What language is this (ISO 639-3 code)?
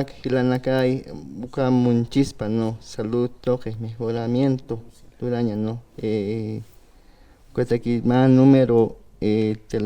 aym